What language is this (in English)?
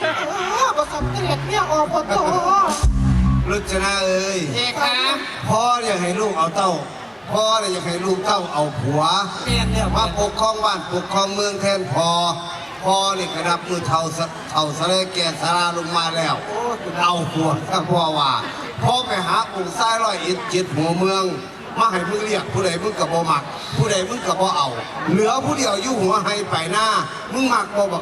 Northeastern Thai